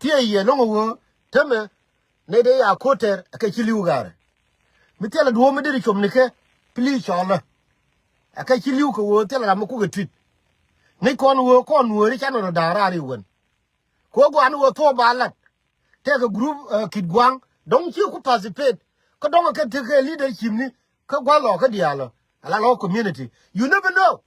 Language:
Nuer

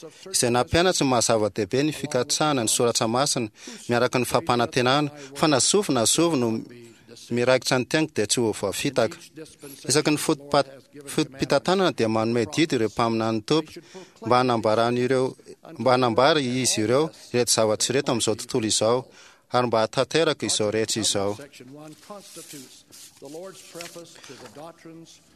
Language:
Malagasy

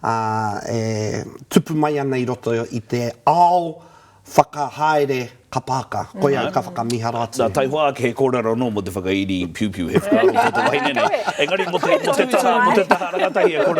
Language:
Māori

